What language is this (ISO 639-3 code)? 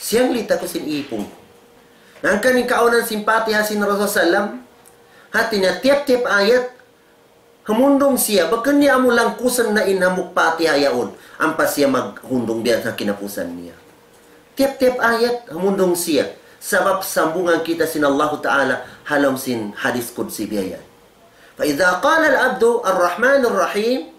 tsg